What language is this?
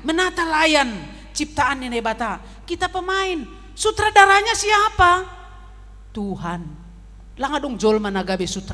Batak Simalungun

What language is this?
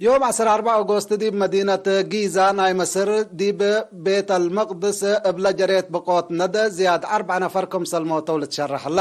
Tigre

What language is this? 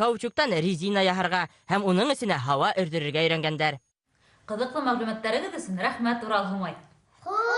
Bashkir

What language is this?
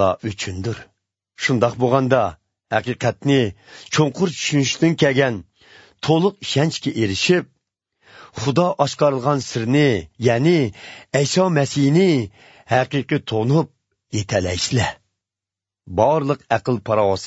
Uyghur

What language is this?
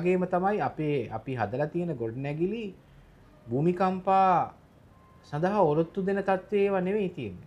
Sinhala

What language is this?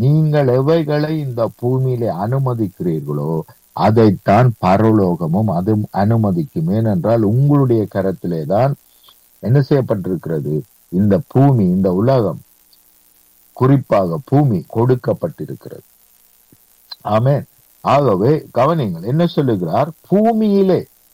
Tamil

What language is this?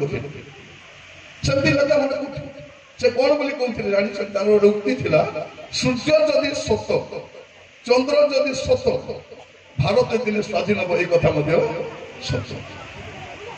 Odia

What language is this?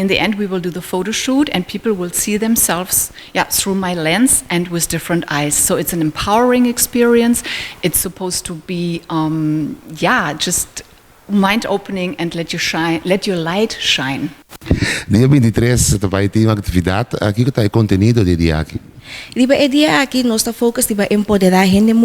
Papiamento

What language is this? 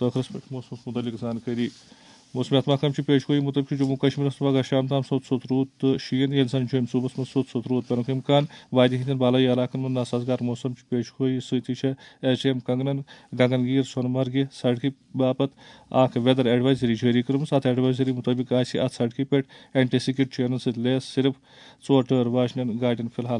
Kashmiri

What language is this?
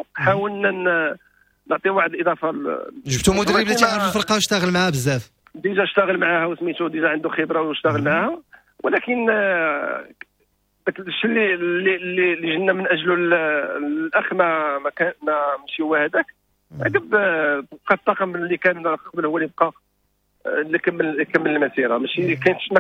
Moroccan Arabic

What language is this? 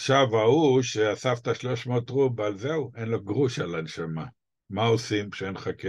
Hebrew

